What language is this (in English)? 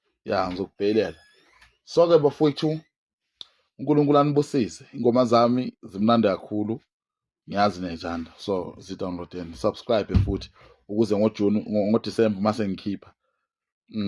Zulu